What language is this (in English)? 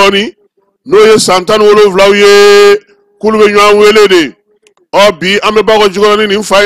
Bambara